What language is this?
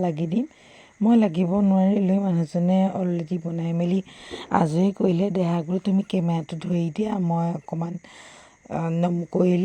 Assamese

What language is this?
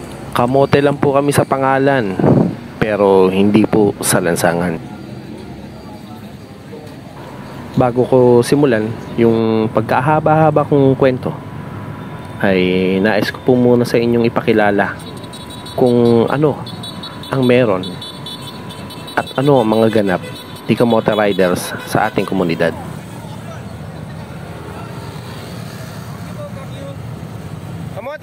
Filipino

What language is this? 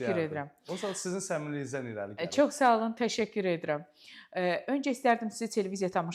Azerbaijani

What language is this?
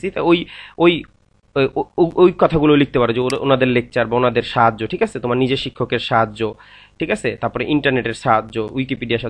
Bangla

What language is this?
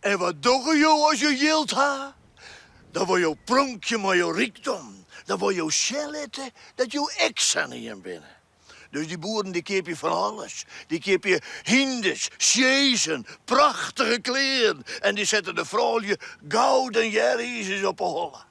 Western Frisian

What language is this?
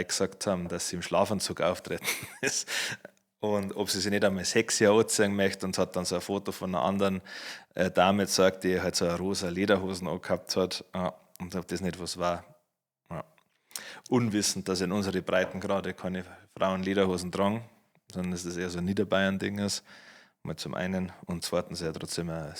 Bavarian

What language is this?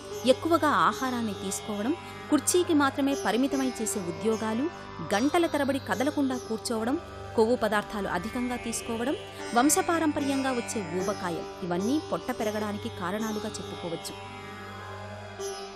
Telugu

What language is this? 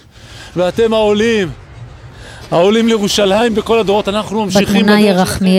Hebrew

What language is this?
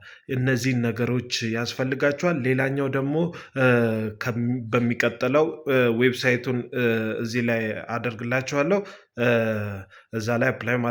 Amharic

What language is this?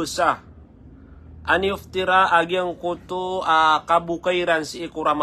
Maranao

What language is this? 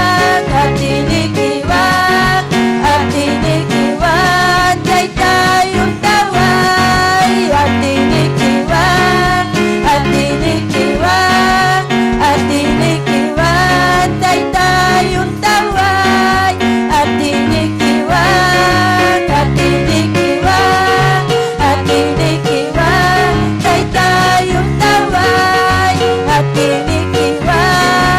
Ayacucho Quechua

